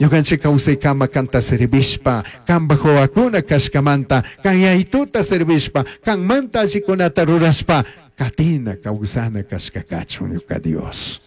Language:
Chimborazo Highland Quichua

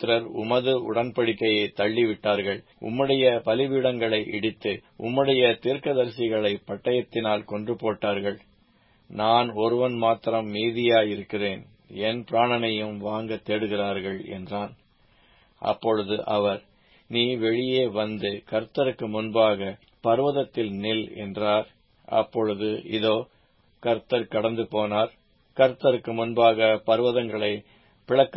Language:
Tamil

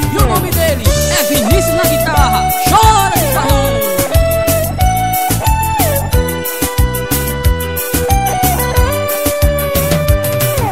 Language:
Portuguese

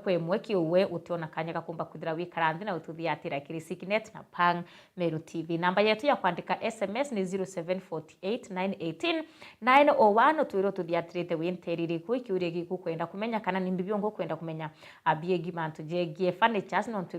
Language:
Meru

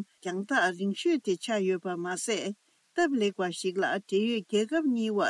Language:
Tibetan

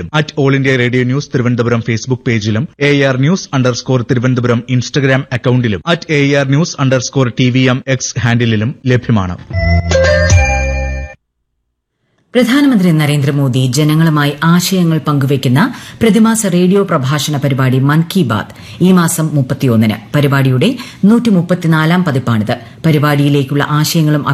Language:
Malayalam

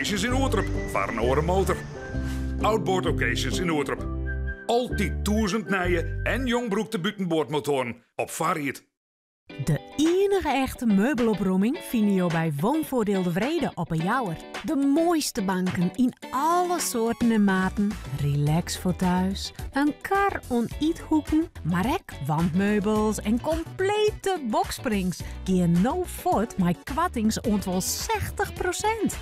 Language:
Western Frisian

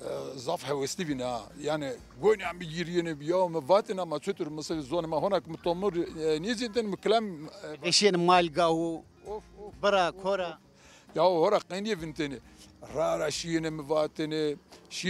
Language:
Zaza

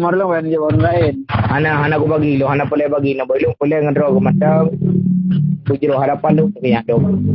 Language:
Achinese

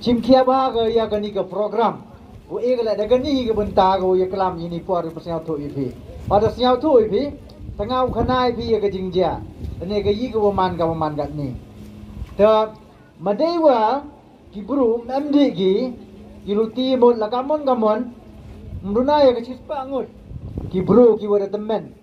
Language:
Pnar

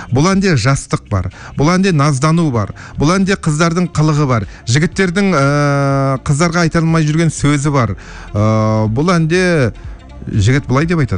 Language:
Kazakh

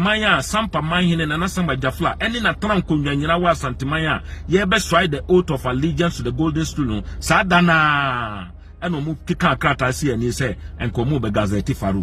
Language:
Akan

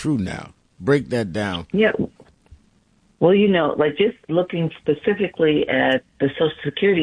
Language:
English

